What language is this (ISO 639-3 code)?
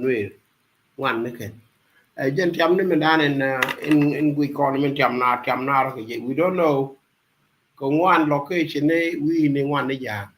nus